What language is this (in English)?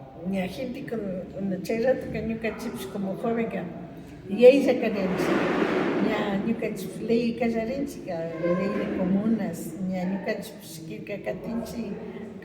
Imbabura Highland Quichua